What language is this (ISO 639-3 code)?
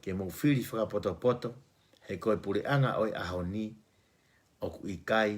ton